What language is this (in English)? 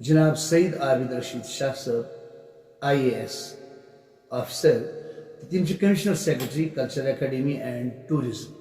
Kashmiri